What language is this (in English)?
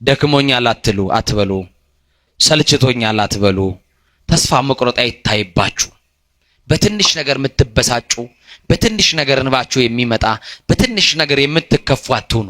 Amharic